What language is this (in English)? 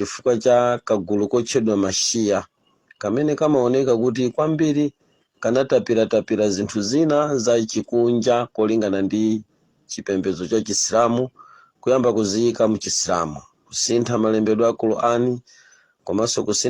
Nyanja